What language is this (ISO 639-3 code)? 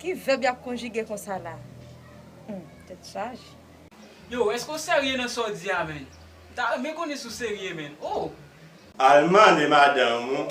hat